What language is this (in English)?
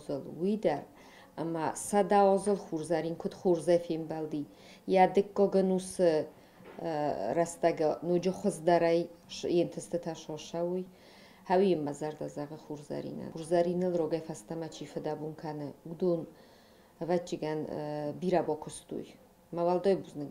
Ossetic